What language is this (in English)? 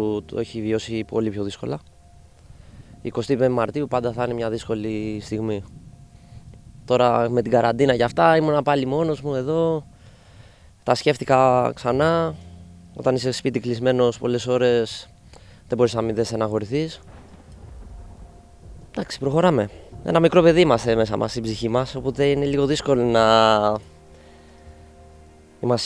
Greek